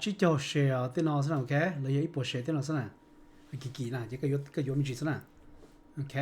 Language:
Hmong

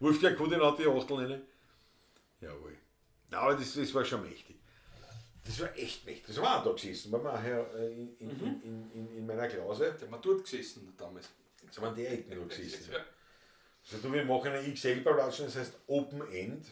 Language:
Bavarian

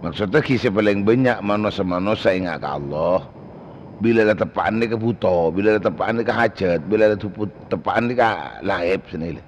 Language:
Madurese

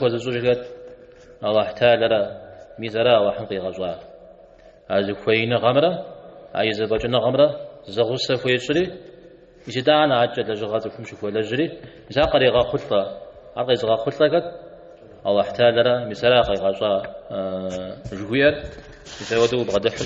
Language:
Kabardian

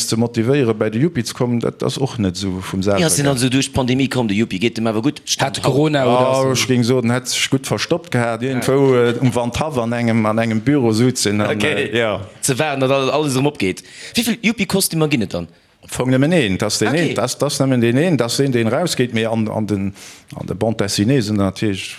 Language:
Luxembourgish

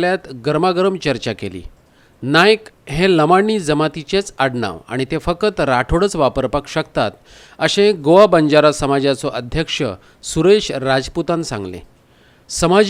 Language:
Konkani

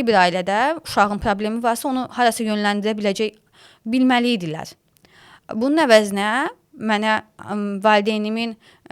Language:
Azerbaijani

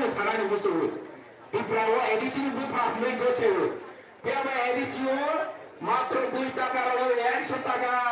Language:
Kok Borok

